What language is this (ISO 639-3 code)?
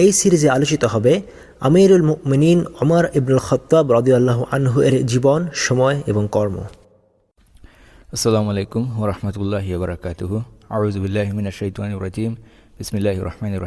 ben